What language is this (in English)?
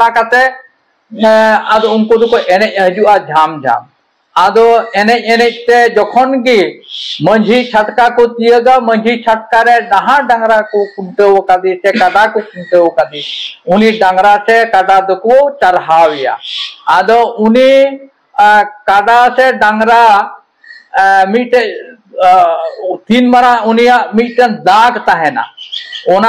Santali